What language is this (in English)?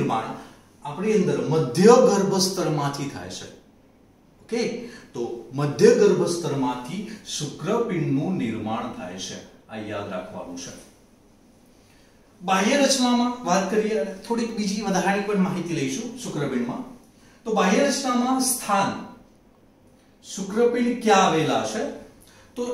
Gujarati